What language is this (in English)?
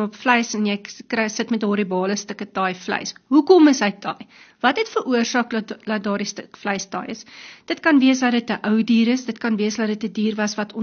Afrikaans